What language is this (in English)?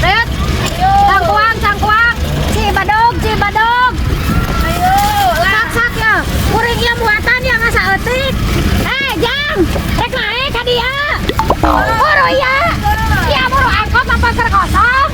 Sundanese